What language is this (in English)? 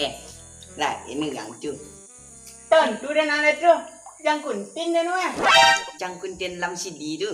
Minangkabau